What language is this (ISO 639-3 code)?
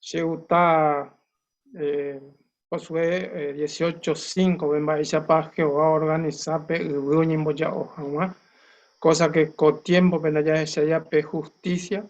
grn